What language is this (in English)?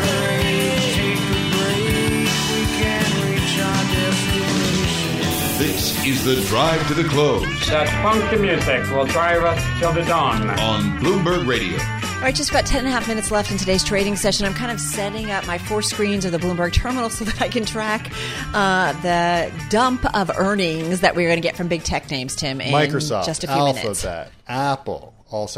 English